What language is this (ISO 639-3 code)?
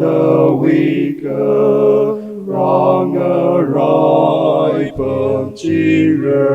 nmf